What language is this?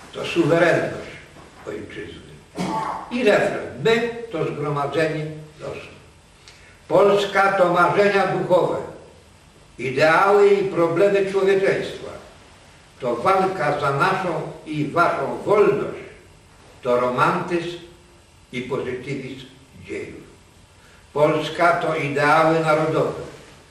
Polish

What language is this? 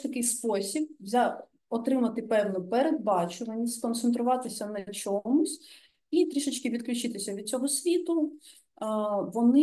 Ukrainian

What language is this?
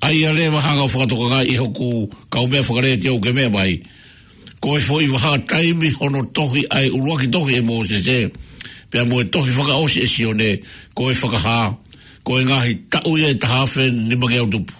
Tongan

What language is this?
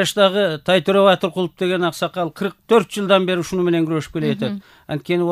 Kyrgyz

